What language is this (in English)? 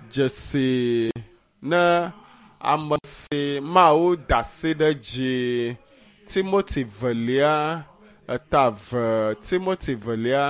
Ewe